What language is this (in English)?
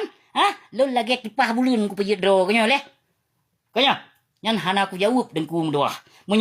Achinese